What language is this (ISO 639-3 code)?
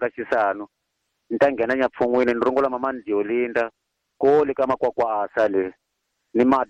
tso